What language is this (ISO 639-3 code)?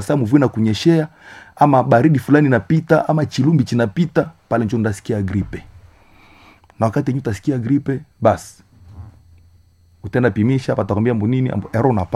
swa